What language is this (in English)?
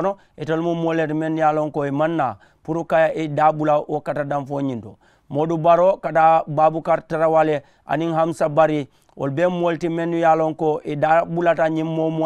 Mandingo